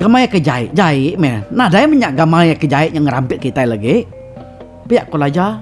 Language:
Iban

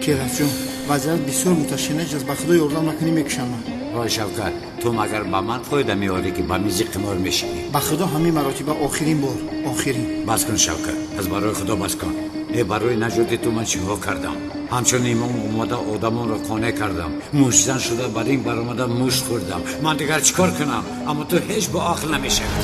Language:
Tajik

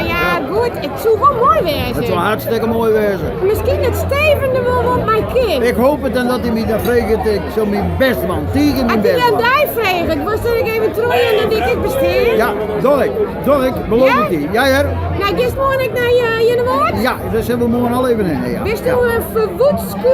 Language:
Western Frisian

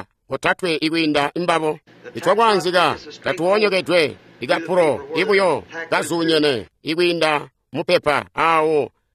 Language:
Tonga (Zambia)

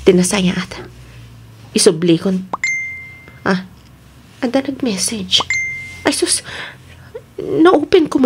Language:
Iloko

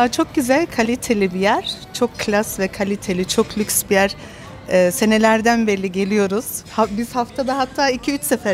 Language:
Turkish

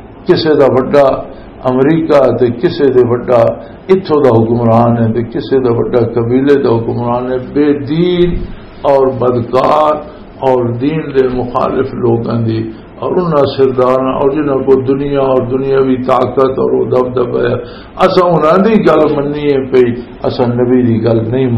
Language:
Western Panjabi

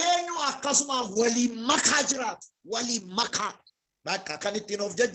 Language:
Oromo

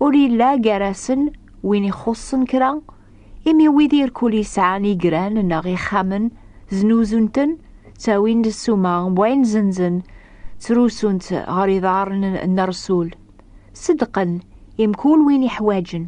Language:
Kabyle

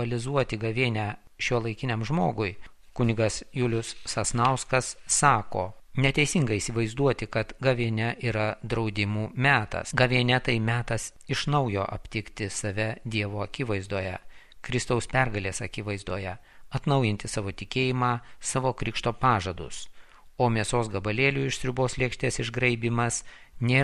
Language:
Lithuanian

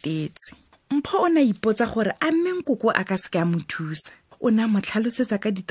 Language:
Tswana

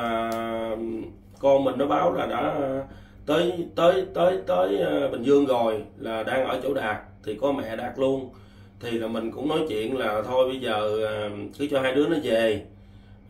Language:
Vietnamese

